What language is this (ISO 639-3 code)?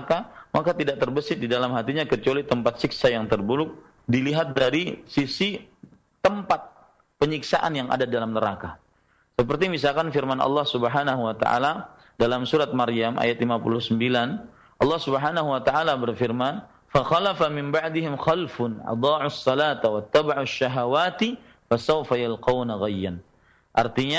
ind